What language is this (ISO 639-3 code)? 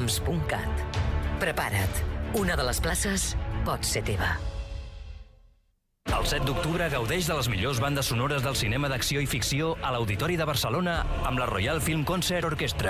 cat